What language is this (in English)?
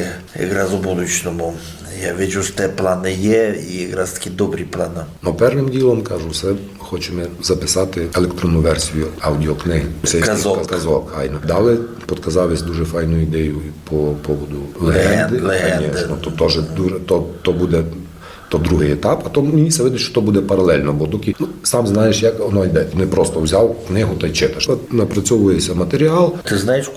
Rusyn